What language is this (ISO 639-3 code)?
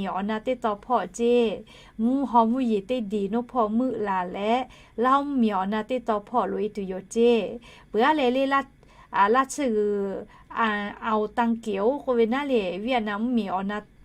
lhu